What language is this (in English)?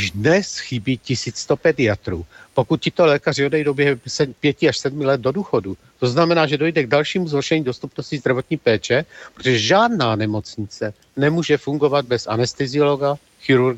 Czech